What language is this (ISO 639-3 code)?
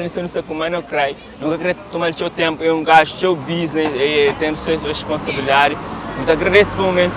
kea